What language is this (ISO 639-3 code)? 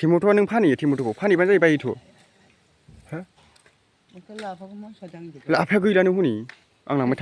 brx